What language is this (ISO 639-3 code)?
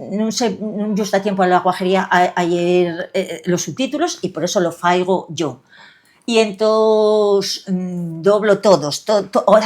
ast